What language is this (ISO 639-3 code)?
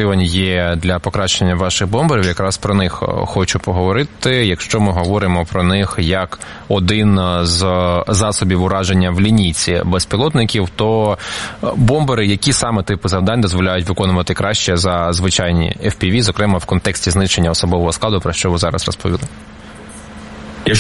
ukr